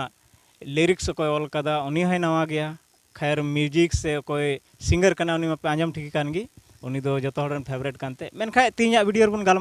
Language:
Santali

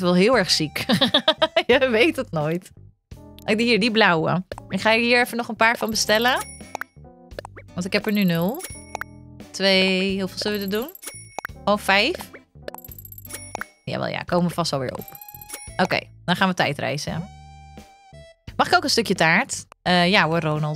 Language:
Dutch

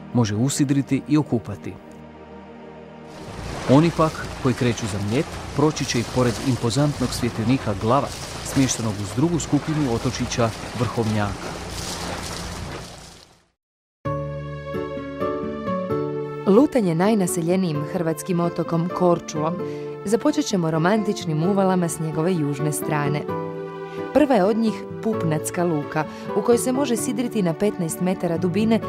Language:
Croatian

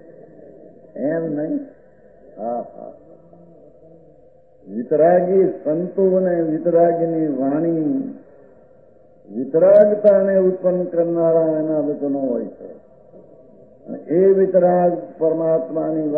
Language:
Gujarati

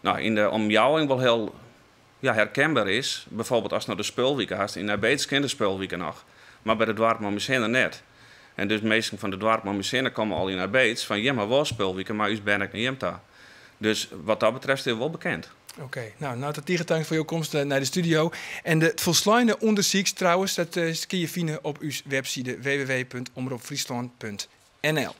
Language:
Western Frisian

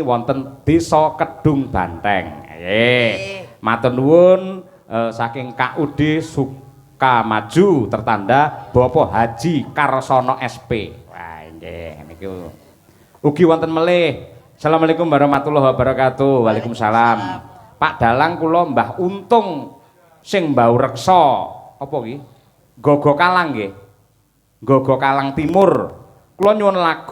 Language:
Javanese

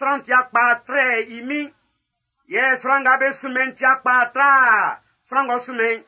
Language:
Baoulé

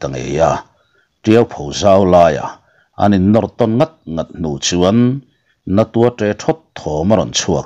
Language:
Mizo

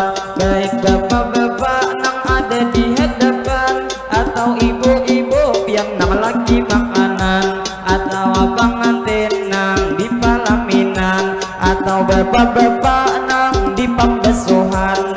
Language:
Banjar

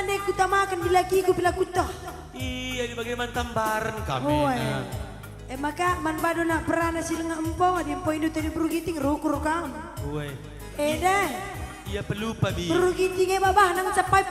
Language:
Batak Karo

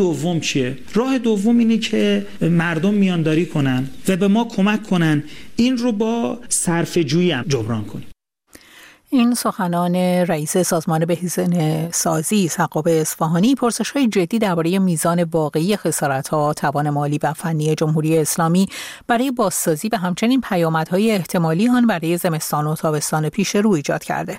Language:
Persian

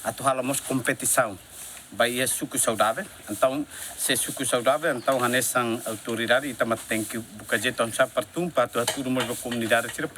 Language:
Tetum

